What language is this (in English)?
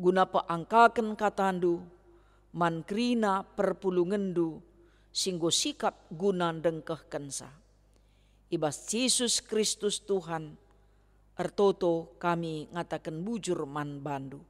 Batak Karo